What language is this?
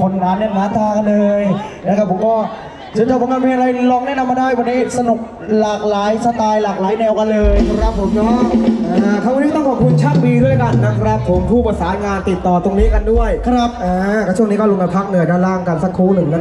Thai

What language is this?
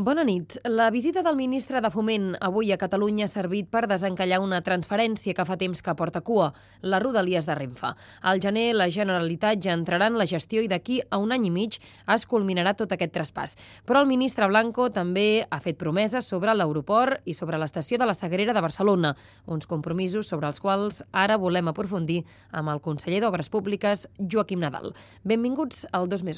Catalan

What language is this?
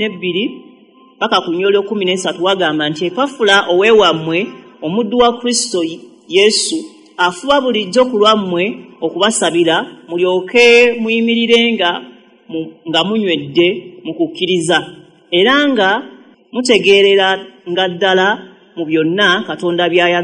Ganda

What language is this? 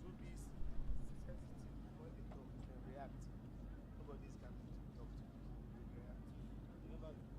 Ewe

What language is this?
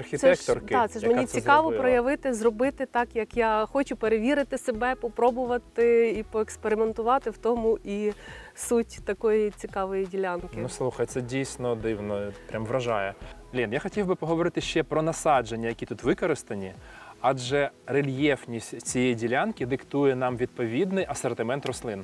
Ukrainian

